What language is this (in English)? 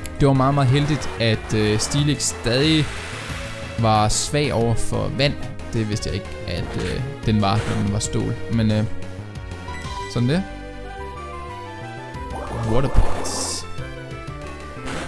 Danish